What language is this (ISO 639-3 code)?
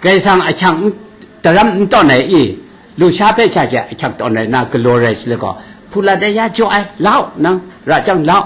kac